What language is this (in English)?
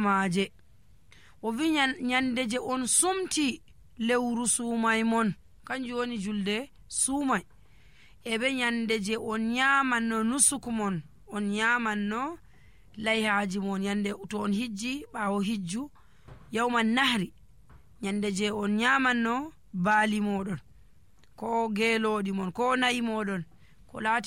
Nigerian Fulfulde